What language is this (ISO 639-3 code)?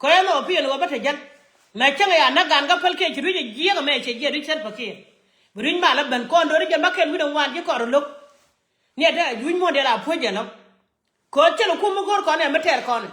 nus